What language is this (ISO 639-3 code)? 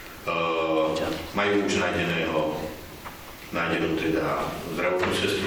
slk